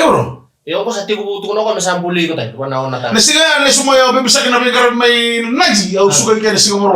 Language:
Fijian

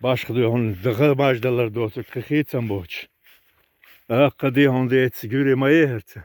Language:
Chechen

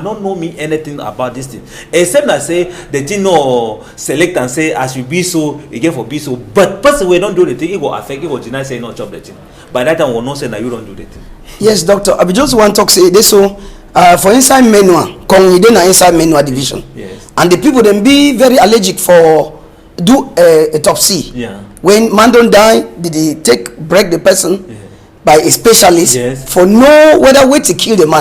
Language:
Cameroon Pidgin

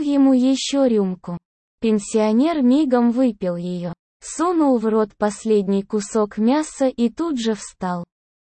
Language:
Russian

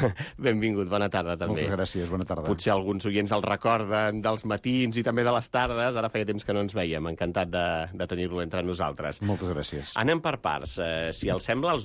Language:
Catalan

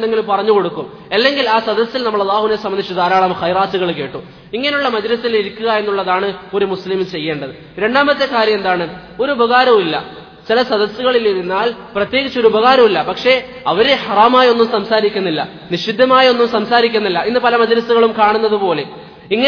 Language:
Malayalam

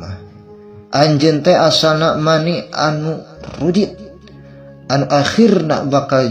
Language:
Sundanese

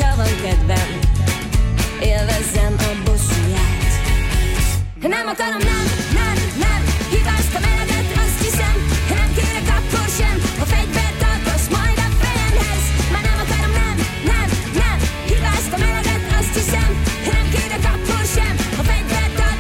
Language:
Hungarian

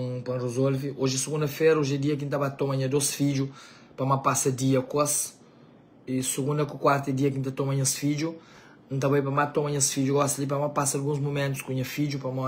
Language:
Kabuverdianu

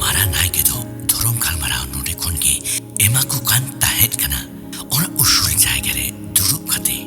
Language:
Santali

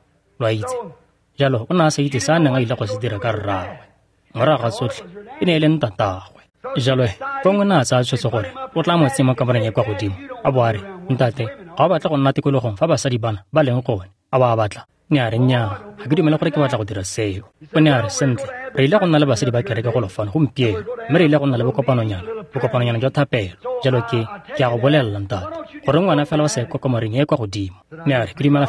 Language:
Tswana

